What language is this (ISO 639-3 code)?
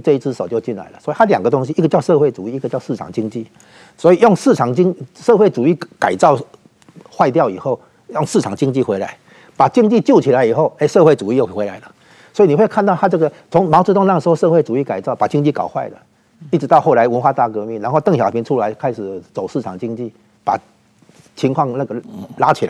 zho